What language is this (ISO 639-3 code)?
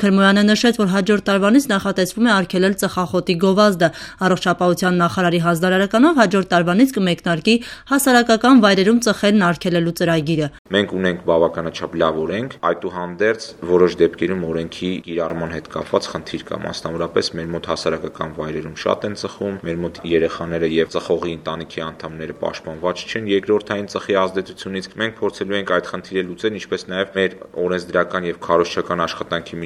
hye